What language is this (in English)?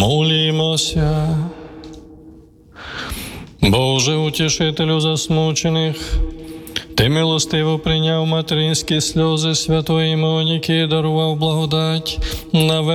Ukrainian